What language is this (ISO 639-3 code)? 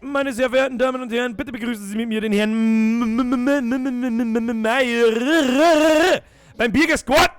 bar